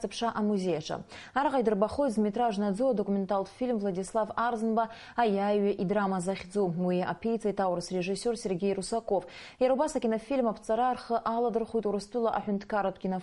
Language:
Abkhazian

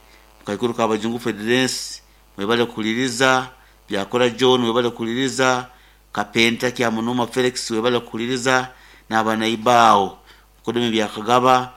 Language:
Nyoro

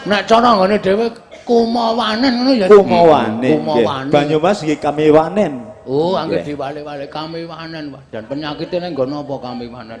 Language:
Javanese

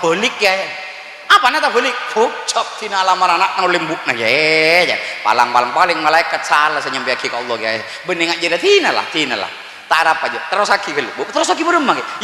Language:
Madurese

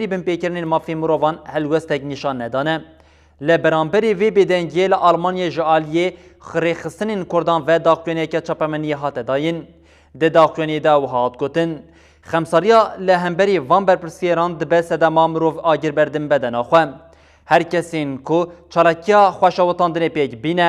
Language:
Kurdish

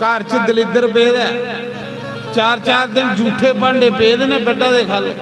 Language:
Dogri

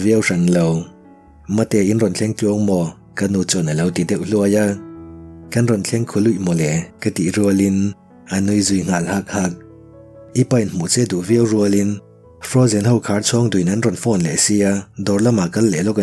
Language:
Mizo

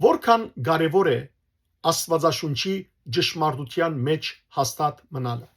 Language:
Western Armenian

